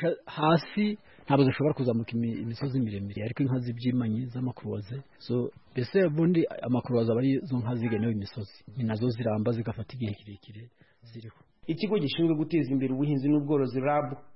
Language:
Kinyarwanda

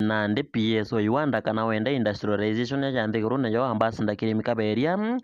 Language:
Meru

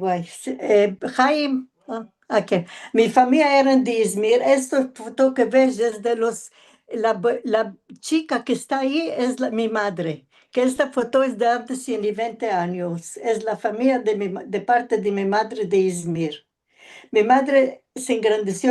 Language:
Ladino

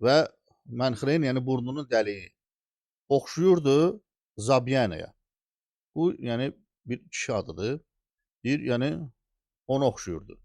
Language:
Azerbaijani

